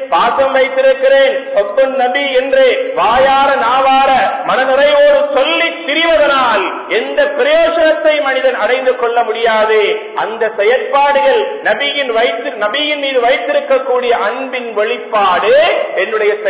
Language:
Tamil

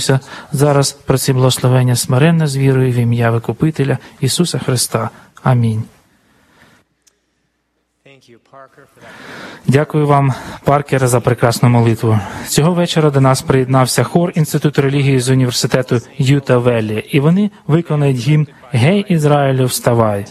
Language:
Ukrainian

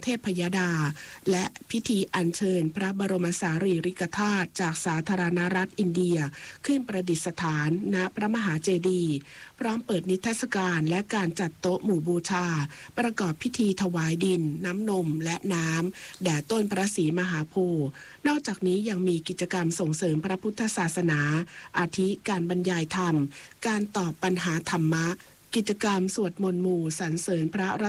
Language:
Thai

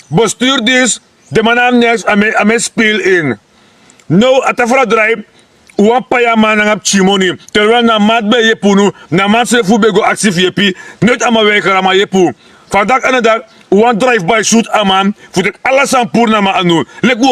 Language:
Sranan Tongo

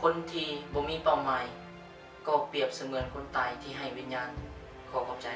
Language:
Lao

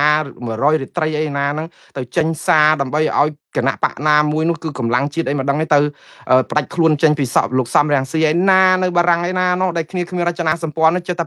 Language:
Khmer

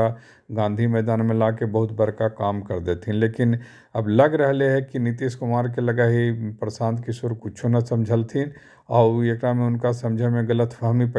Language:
Magahi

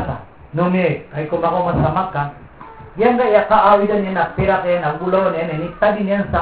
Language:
Maranao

